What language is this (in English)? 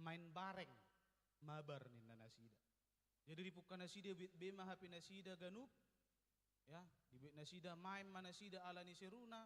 Batak Toba